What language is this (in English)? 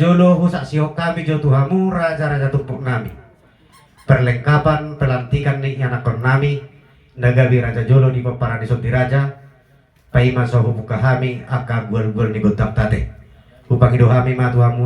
Batak Toba